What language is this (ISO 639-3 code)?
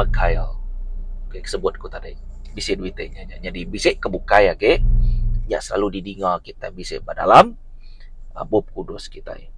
iba